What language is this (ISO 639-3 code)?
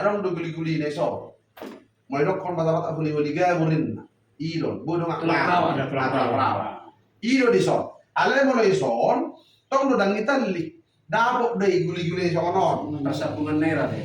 bbc